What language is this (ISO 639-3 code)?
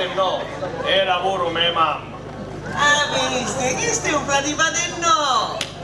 scn